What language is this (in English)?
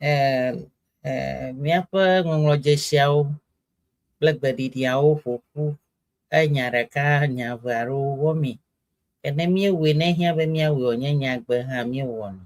Ewe